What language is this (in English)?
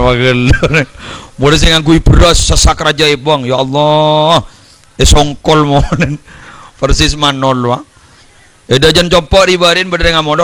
Madurese